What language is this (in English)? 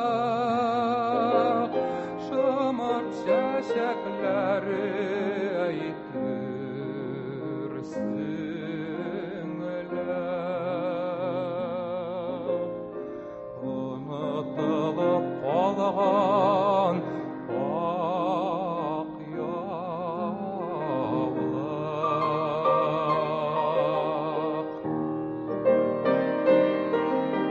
Tatar